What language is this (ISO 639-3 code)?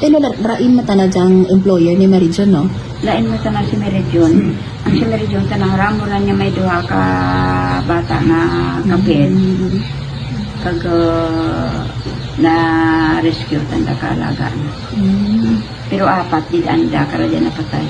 hil